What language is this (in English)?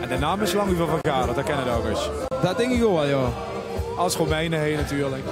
Limburgish